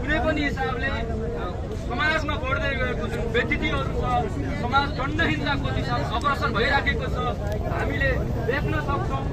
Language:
Nepali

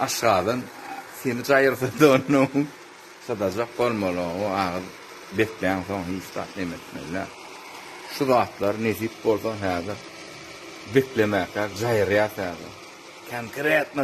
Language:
Turkmen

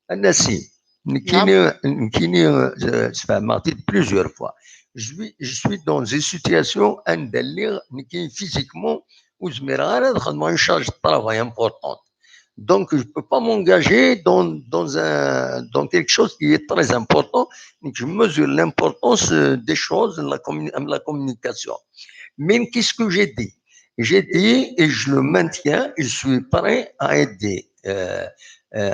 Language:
Kabyle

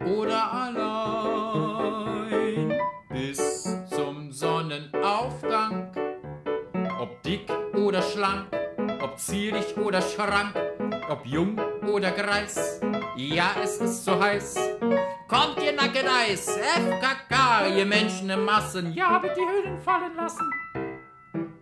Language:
German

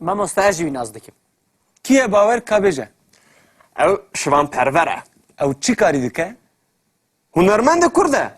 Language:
Kurdish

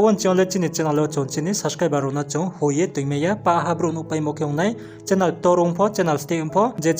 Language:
Riang (India)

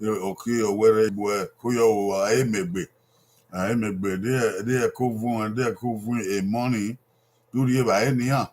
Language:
Bini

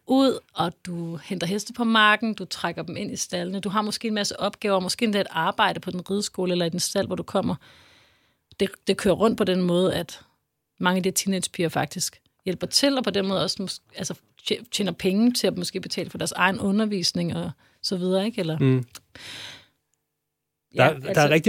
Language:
Danish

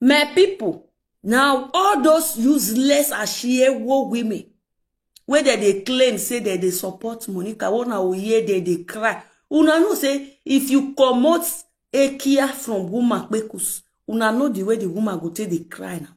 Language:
Nigerian Pidgin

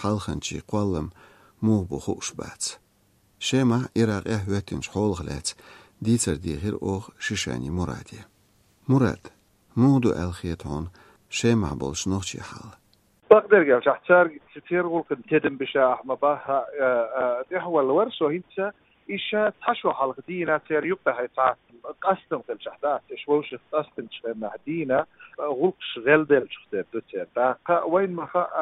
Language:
Chechen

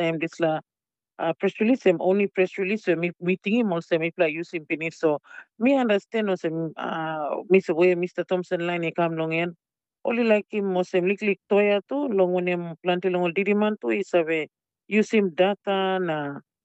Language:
Tok Pisin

